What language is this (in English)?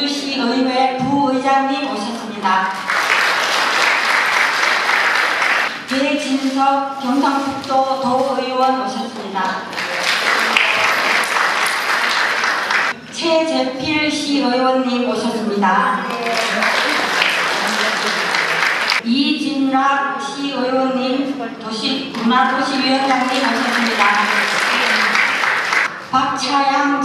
Korean